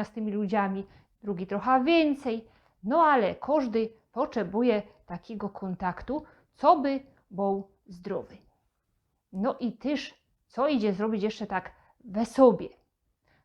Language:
Silesian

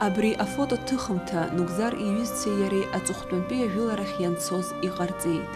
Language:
Abkhazian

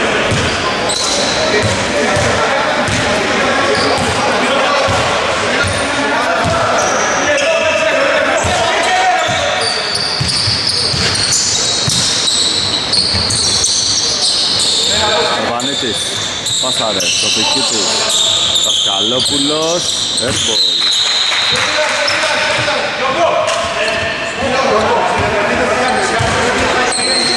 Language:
Greek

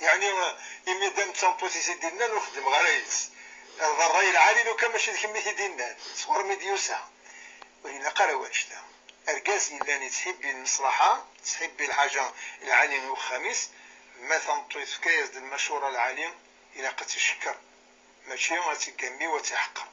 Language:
Kabyle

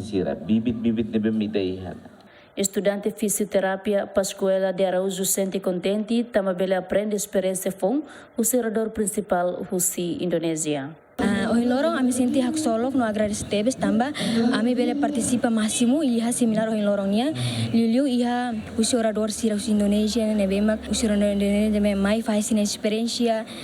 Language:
Tetum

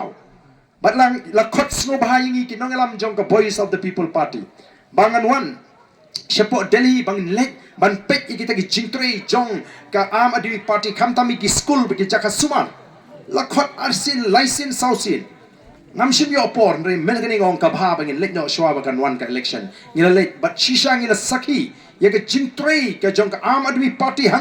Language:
Khasi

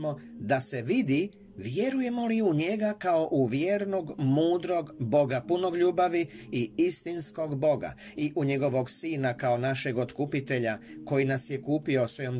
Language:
Croatian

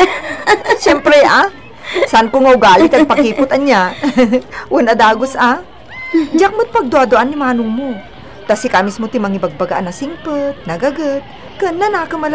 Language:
Iloko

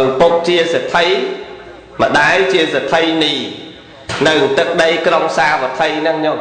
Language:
Khmer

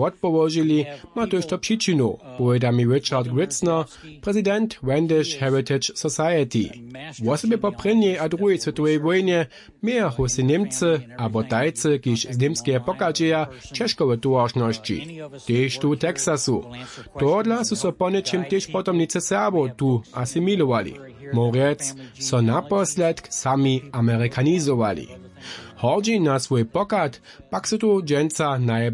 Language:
Upper Sorbian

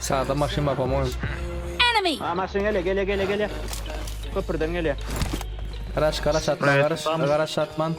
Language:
Turkmen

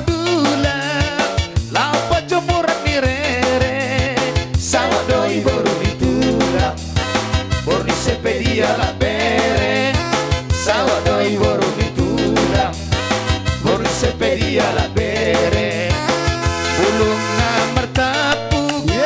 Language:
Batak Toba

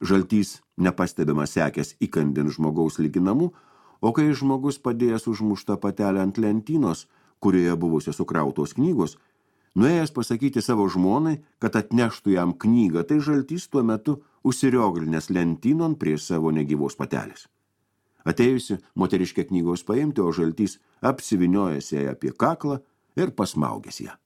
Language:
Lithuanian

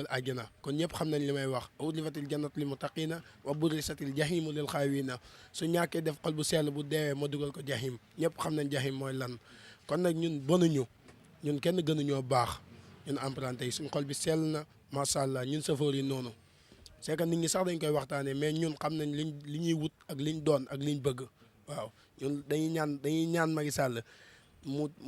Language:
Wolof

